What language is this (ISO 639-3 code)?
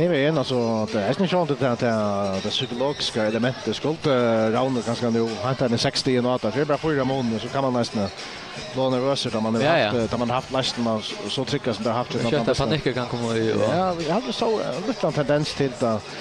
fao